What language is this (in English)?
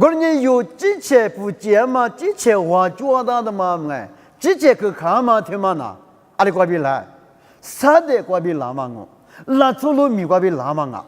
Lisu